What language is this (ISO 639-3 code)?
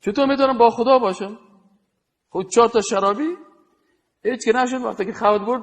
fas